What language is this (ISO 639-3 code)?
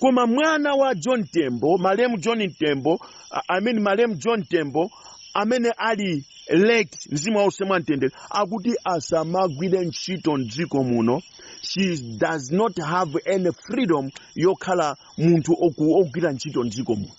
nya